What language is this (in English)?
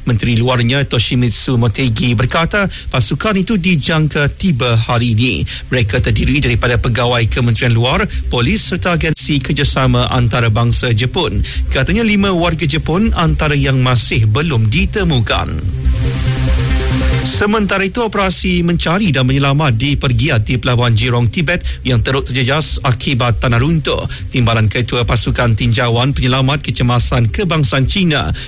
Malay